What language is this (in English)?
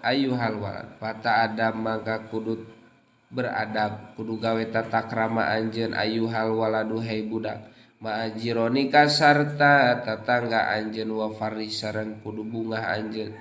Sundanese